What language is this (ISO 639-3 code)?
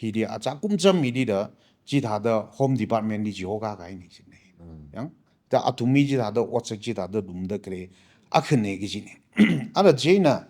nmf